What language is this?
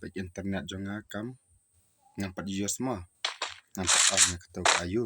Khasi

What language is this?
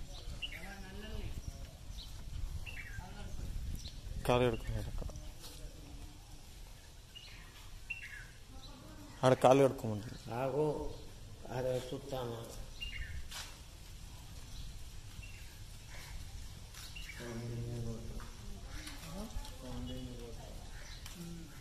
Telugu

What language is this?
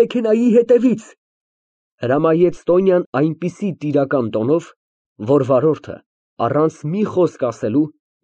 Armenian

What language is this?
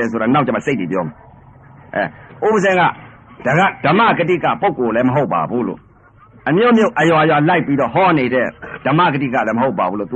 Burmese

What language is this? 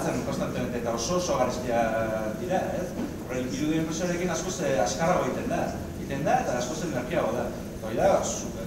Basque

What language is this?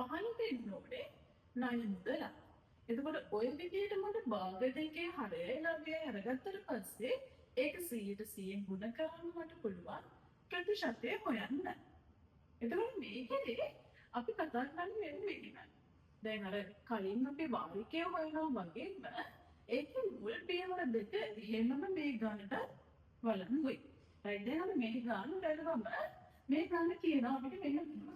Sinhala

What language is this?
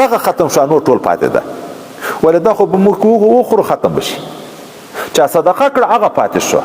Pashto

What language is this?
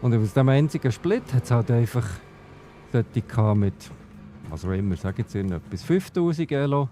Swiss German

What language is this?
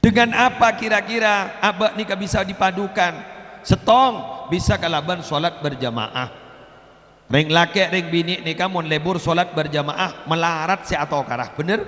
Madurese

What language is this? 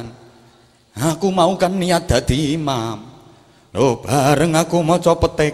Javanese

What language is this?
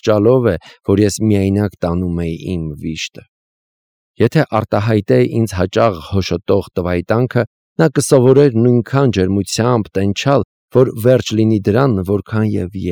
Armenian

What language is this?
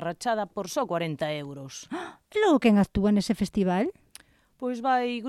Galician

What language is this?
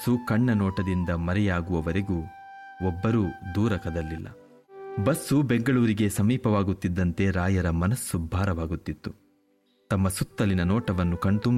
Kannada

